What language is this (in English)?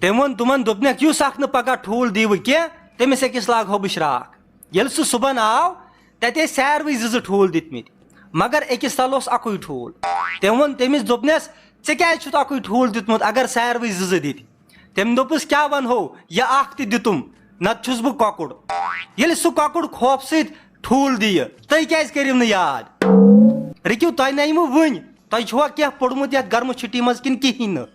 Kashmiri